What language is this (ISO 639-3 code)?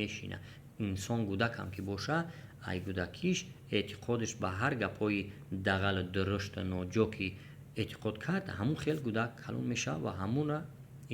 tgk